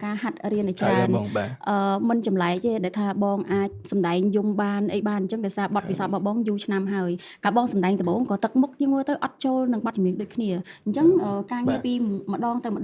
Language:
Khmer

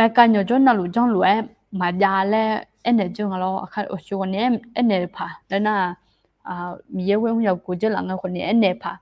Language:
Akha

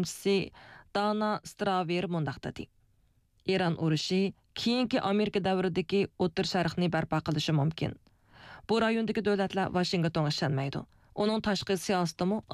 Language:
Uyghur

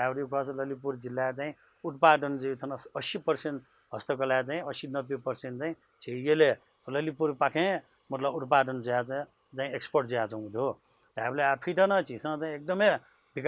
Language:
Newari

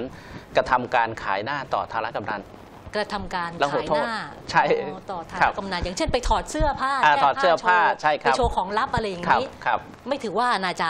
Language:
Thai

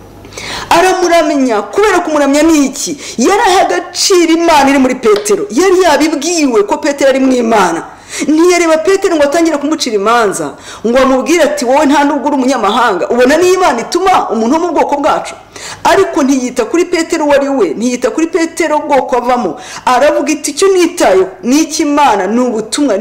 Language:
Kinyarwanda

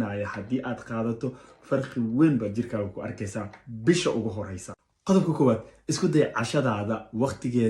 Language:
Somali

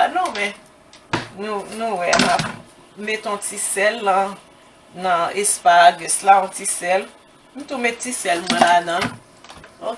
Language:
Haitian Creole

